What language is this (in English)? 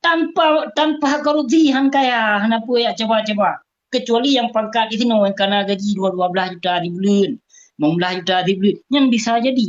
Achinese